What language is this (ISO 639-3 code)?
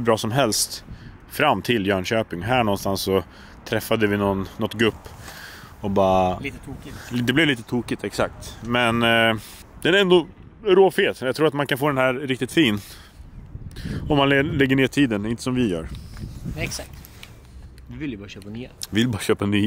swe